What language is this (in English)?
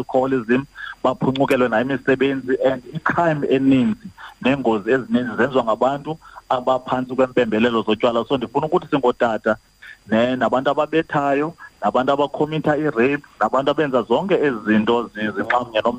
Xhosa